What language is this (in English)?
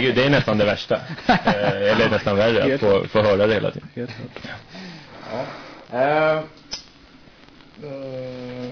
Swedish